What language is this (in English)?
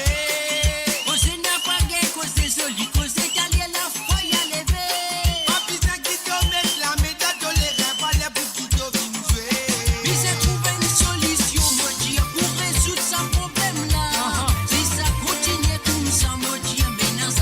Morisyen